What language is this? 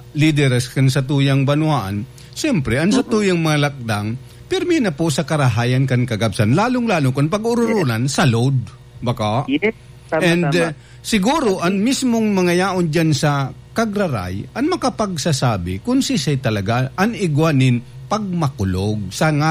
Bikol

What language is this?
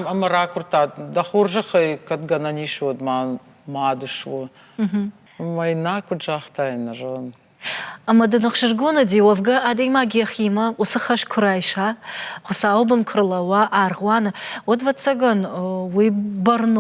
Ossetic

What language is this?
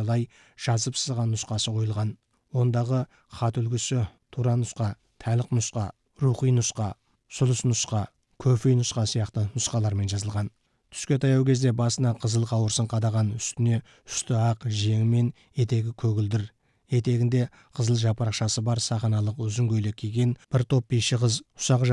Kazakh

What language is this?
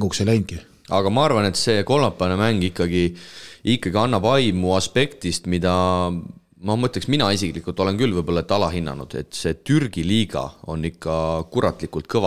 Estonian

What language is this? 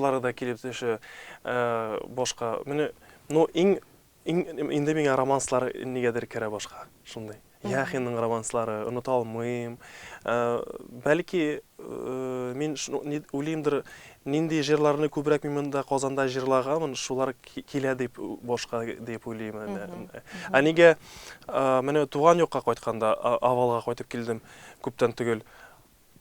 Tatar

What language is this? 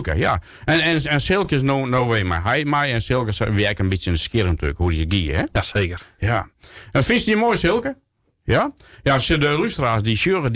Western Frisian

